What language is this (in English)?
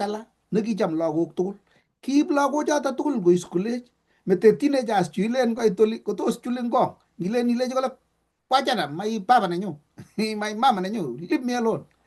Kalenjin